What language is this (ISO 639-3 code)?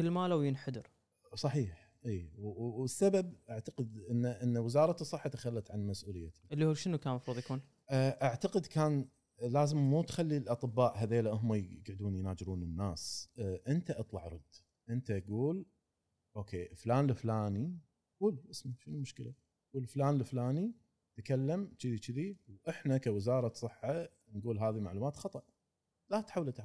afb